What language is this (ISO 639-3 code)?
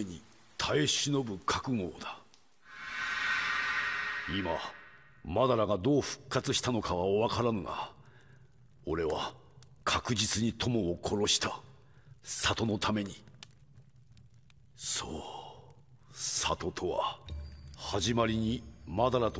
jpn